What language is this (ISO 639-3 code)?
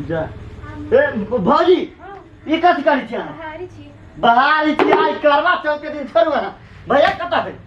mai